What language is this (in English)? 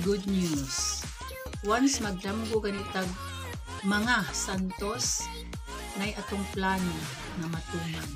Cebuano